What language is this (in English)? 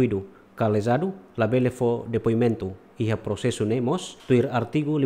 Tetum